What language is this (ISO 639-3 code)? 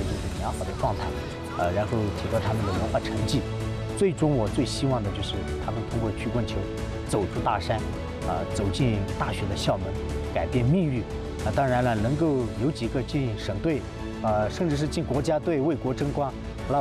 zho